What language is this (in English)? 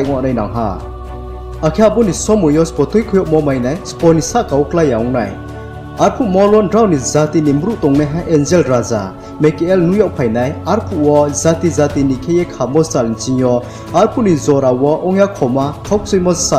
Riang (India)